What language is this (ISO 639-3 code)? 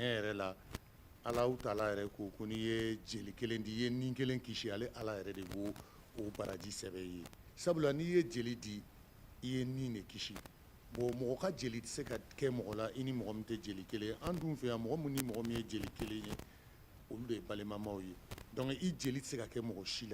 bam